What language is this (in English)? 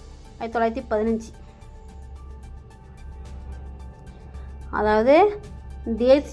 Tamil